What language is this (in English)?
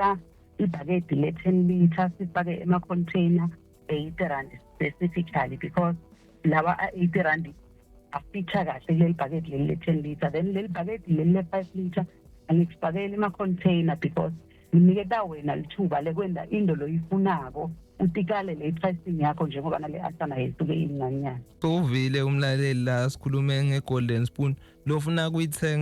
Zulu